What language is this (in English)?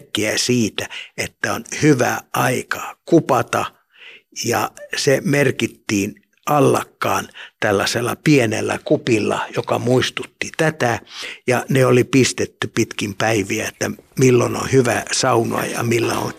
Finnish